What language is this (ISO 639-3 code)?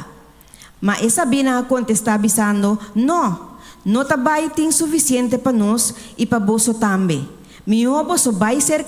pap